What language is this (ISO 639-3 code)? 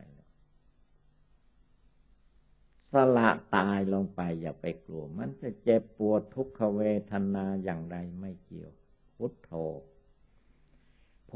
tha